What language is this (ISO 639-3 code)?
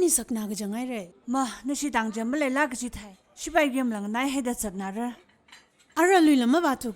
nmf